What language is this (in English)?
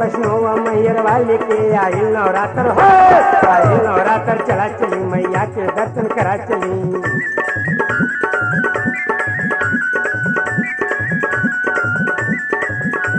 Bhojpuri